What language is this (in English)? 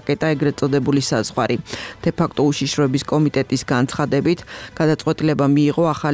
Georgian